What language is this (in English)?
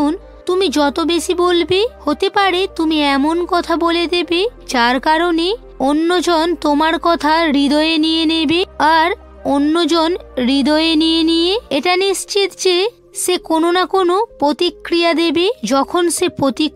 Bangla